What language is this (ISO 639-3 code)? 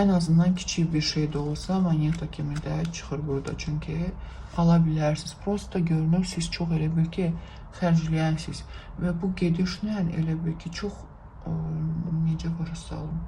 aze